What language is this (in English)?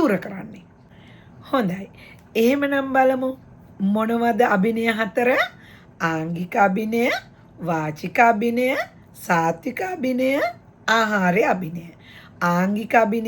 Sinhala